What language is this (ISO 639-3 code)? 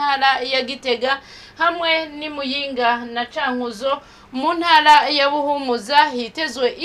run